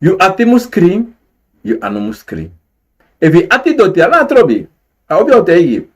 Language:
Sranan Tongo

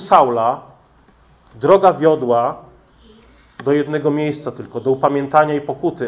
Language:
Polish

